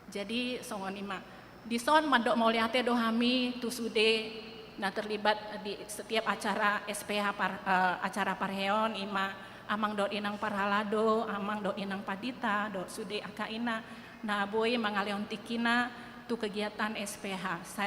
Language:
Batak Toba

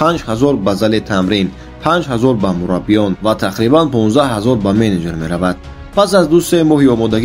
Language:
Tajik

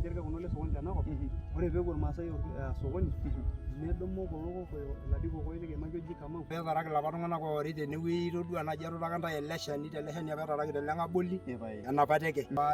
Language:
Masai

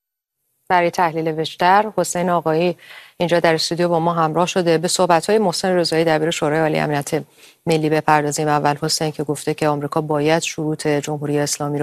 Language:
Persian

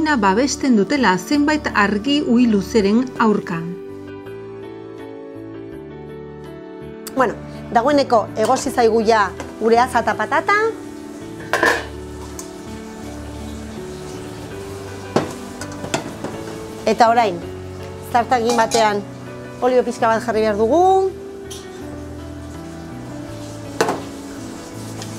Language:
Basque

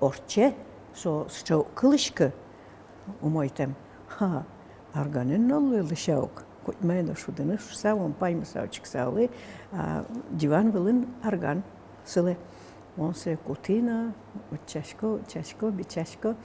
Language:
Udmurt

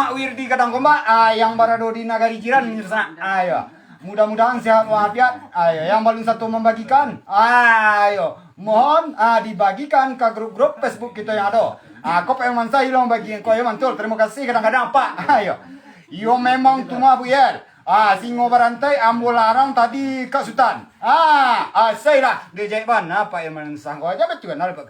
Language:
Minangkabau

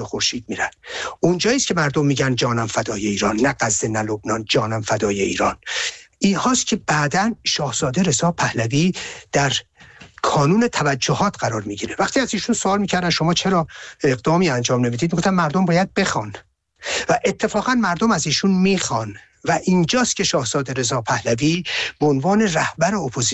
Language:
Persian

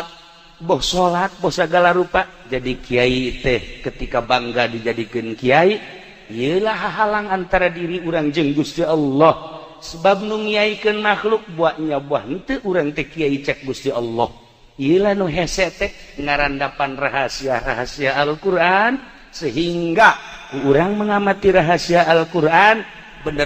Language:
Sundanese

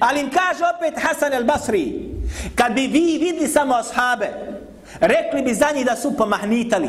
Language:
Bosnian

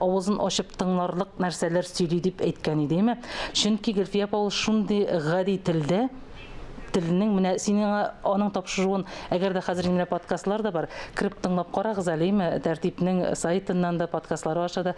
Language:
Tatar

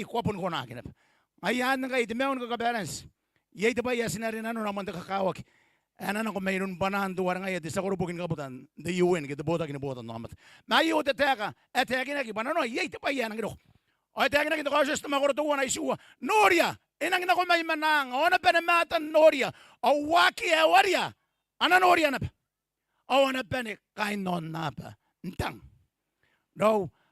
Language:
Gilbertese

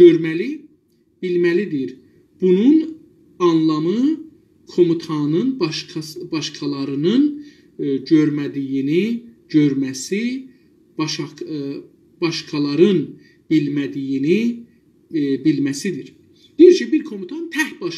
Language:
South Azerbaijani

